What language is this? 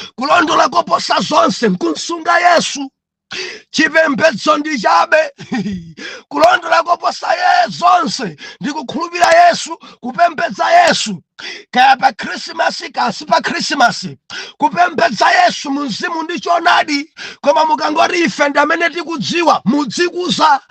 Nyanja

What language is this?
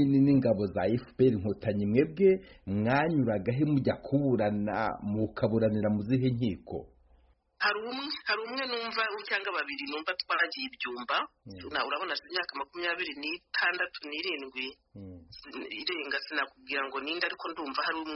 Kinyarwanda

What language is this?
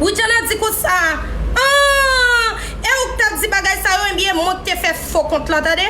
Haitian Creole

